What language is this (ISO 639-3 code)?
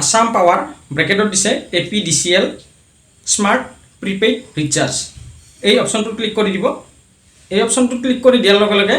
asm